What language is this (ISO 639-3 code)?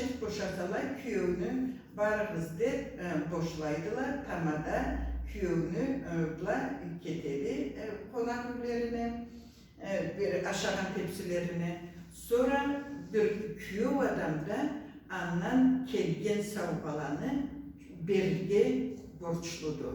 krc